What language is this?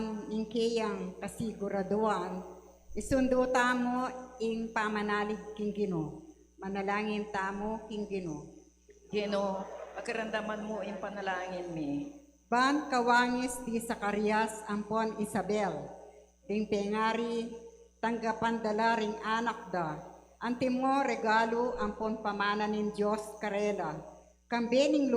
Pampanga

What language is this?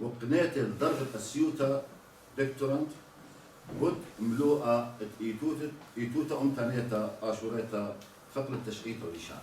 Assyrian Neo-Aramaic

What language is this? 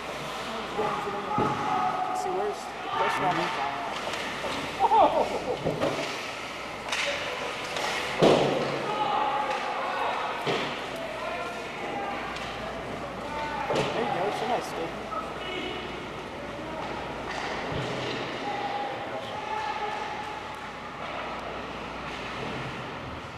English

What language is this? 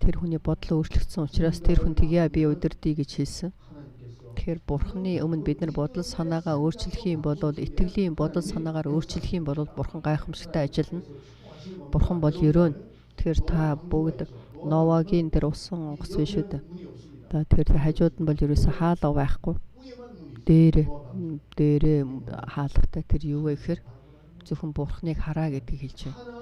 Mongolian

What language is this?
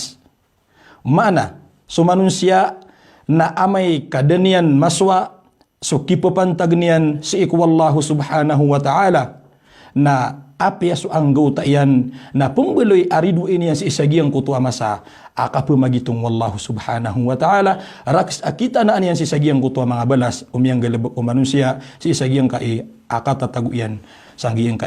Maranao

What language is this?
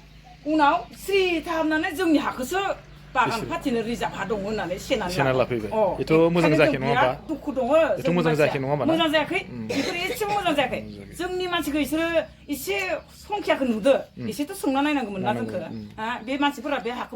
Bodo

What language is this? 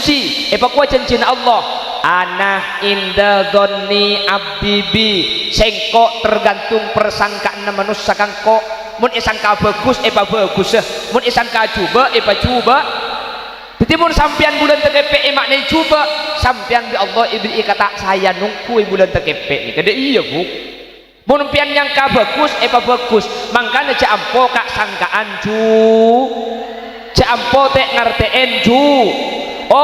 Madurese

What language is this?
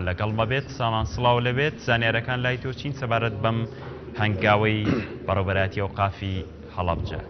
Central Kurdish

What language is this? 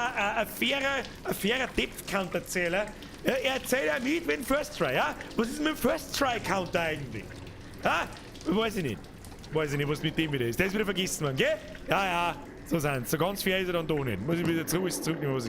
Bavarian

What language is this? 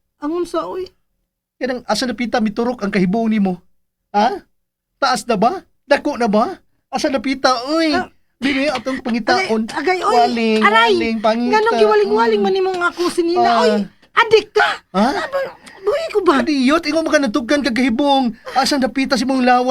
Cebuano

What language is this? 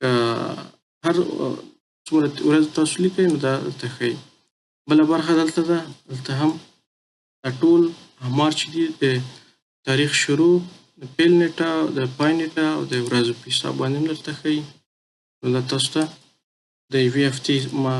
Pashto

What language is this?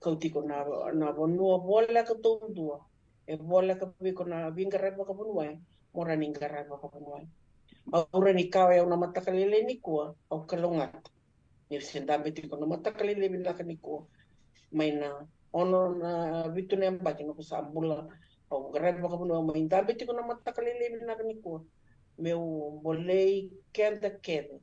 Fijian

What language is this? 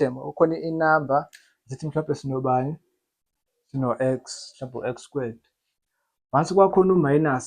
Zulu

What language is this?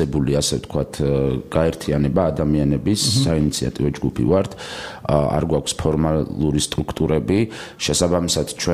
Georgian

